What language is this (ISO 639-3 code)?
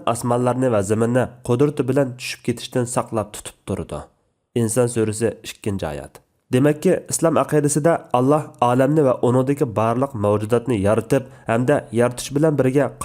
uig